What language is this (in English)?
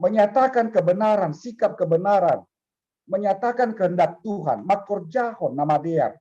Batak Simalungun